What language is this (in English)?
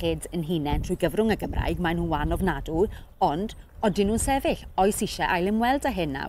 Welsh